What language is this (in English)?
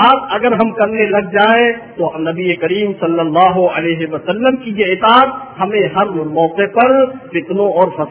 Urdu